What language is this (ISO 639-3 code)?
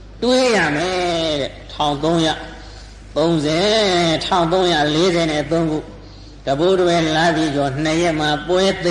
mya